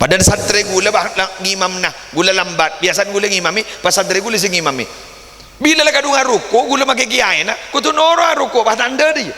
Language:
Madurese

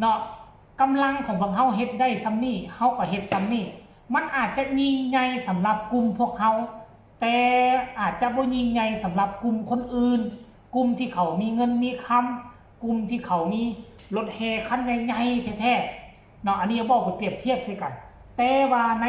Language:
Northeastern Thai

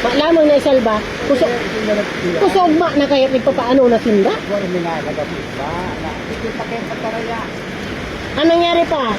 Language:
Bikol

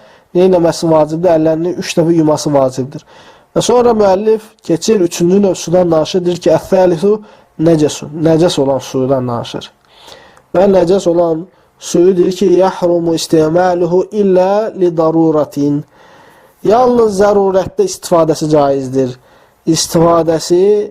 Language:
Azerbaijani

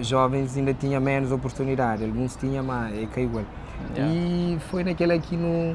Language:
Kabuverdianu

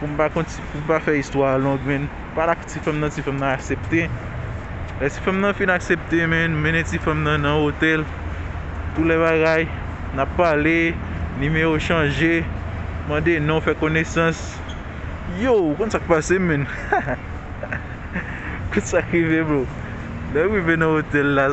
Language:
Haitian Creole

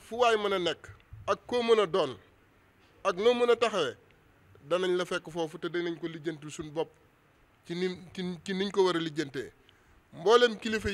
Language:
Wolof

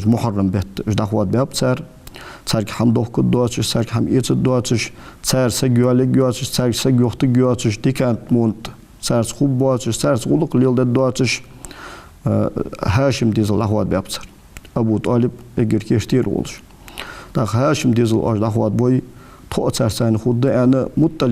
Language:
Ingush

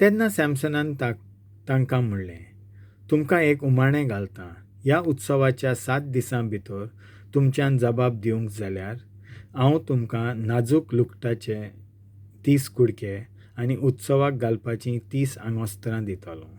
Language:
Konkani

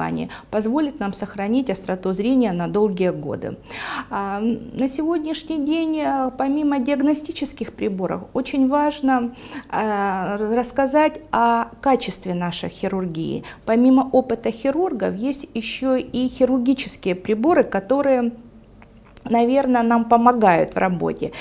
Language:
Russian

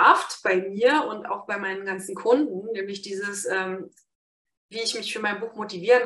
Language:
German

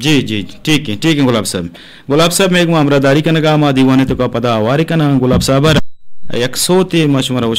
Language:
Eastern Balochi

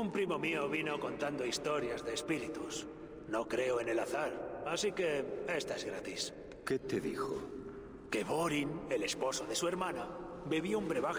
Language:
Spanish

